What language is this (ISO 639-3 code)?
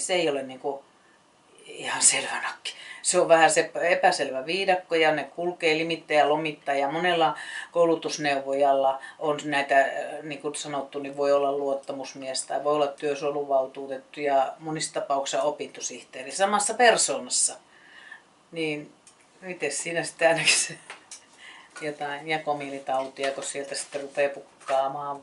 fin